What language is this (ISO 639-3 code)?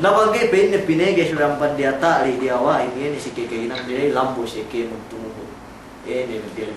yka